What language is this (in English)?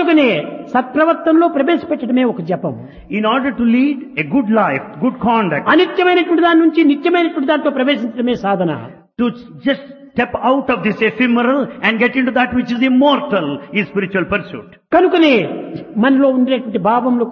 Telugu